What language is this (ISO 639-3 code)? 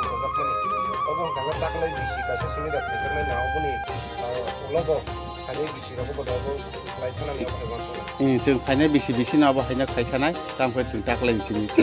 trp